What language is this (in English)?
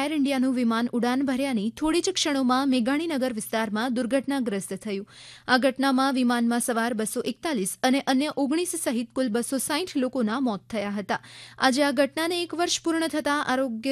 Gujarati